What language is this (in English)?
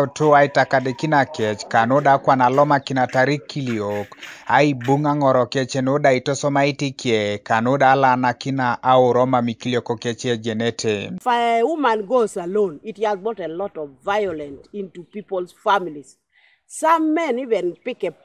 Teso